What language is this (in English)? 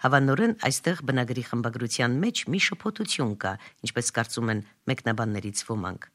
Armenian